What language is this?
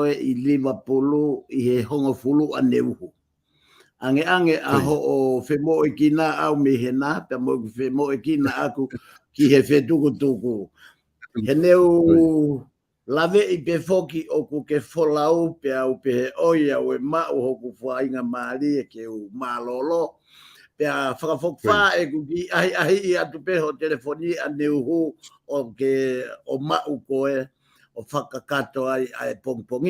Tongan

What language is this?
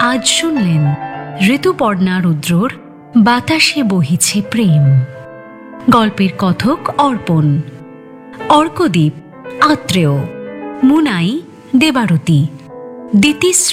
Bangla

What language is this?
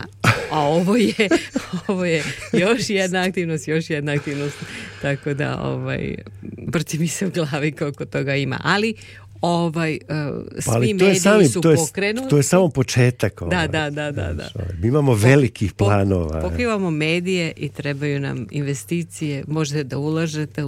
Serbian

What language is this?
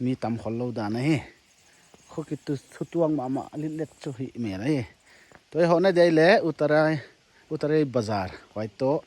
Paite Chin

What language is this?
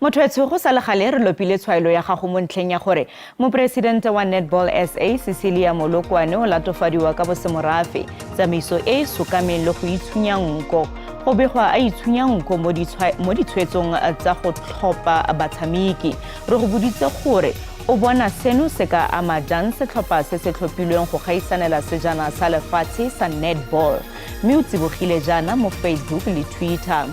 Tswana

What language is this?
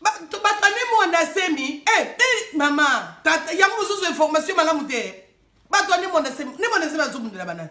Lingala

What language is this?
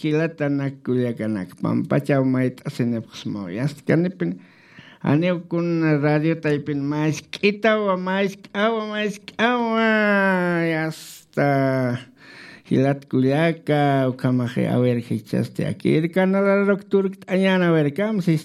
Aymara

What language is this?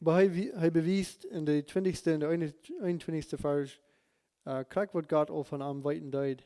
Plautdietsch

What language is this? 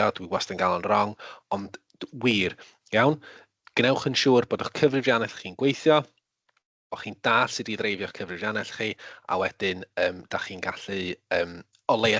Welsh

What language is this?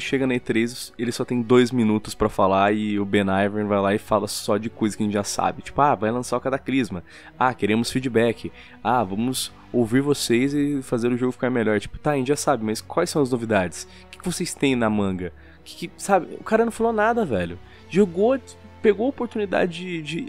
Portuguese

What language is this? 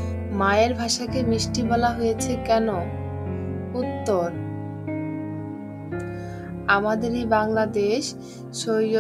Bangla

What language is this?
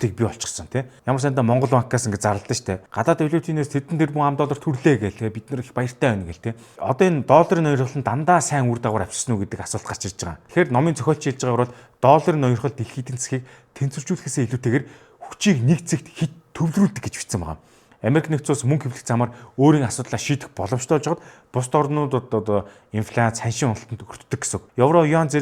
Mongolian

